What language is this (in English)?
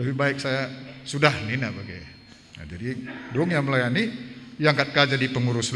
Batak Karo